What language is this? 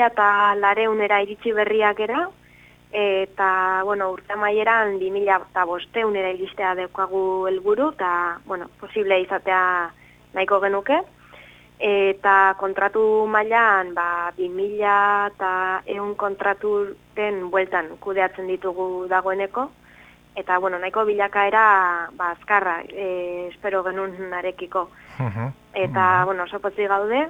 Basque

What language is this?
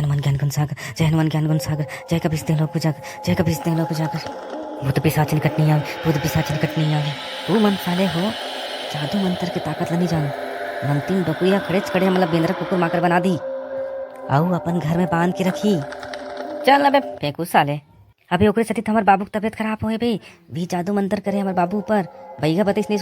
Chhattisgarhi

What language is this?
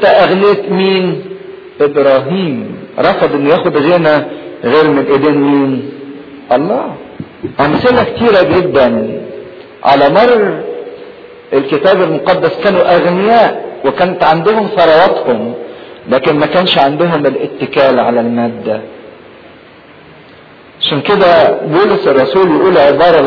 Egyptian Arabic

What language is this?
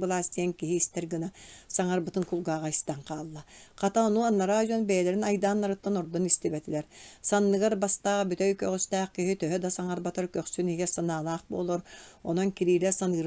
Yakut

